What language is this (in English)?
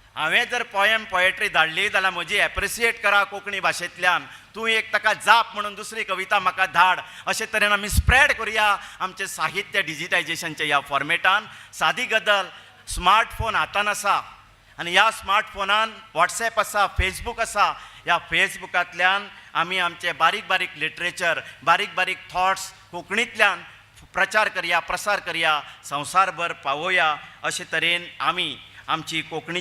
Konkani